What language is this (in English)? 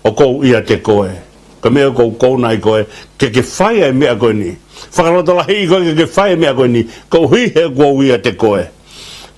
Tongan